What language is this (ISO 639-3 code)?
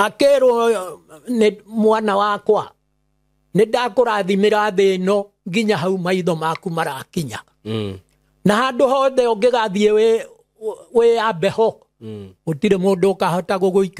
kik